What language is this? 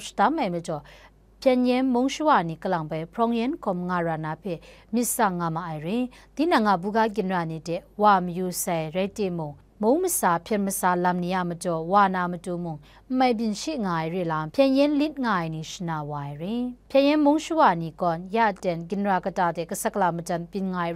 Kachin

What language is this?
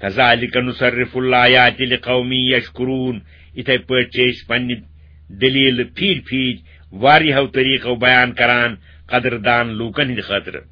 Kashmiri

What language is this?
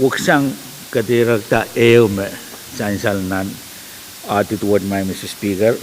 Pohnpeian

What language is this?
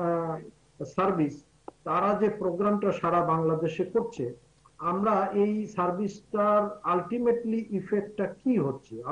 Bangla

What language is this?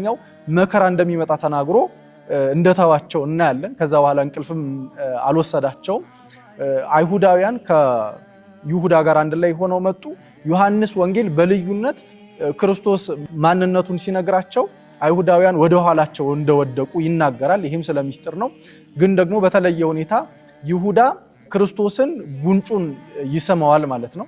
Amharic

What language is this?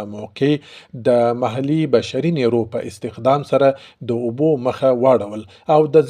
Pashto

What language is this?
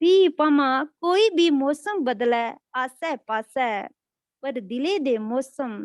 Dogri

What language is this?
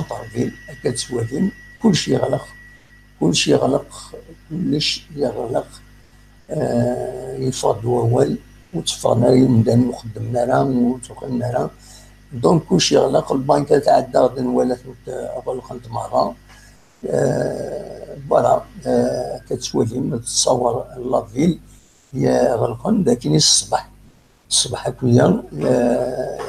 Kabyle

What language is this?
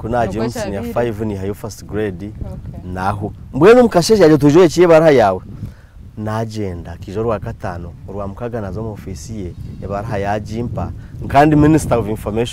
Nyankole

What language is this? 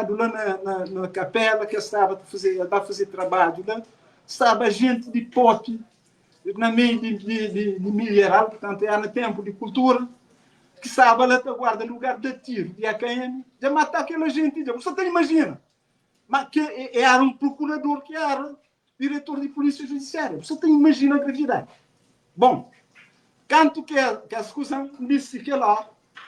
Kabuverdianu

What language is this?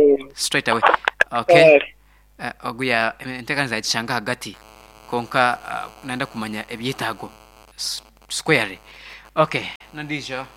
Nyankole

